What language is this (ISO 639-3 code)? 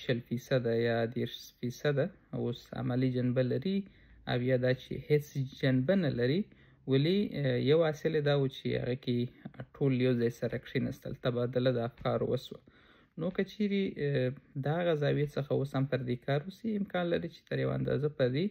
pus